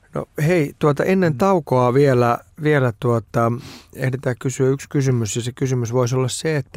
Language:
Finnish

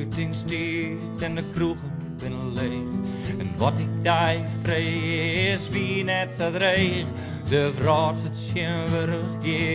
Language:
Western Frisian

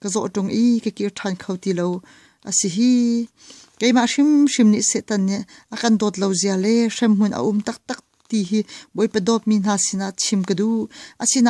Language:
Hakha Chin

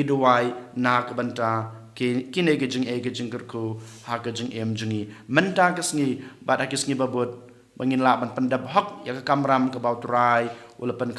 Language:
Khasi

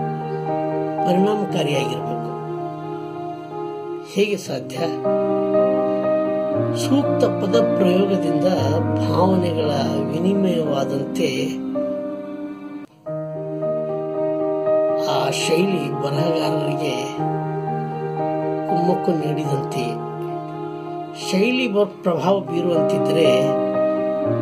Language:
Kannada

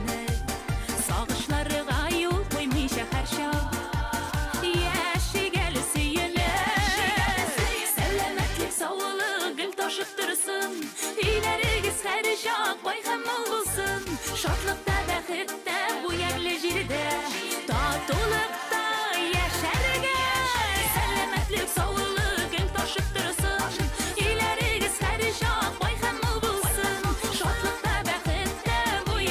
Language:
Bashkir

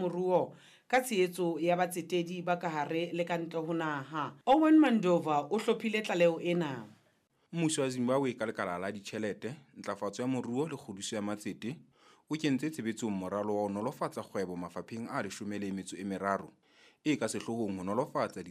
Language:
Southern Sotho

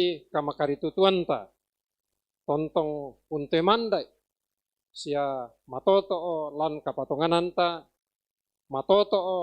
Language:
Toraja-Sa'dan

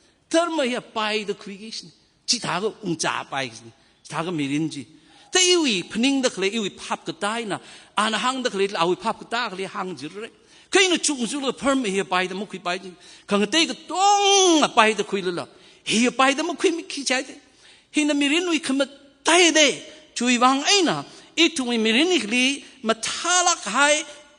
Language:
Tangkhul Naga (India)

